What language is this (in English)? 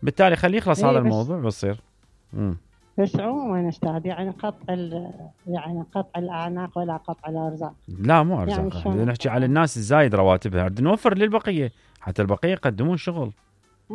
Mesopotamian Arabic